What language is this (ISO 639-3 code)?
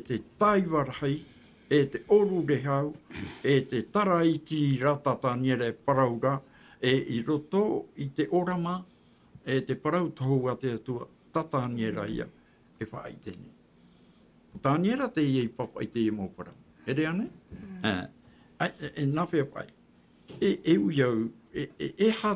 tah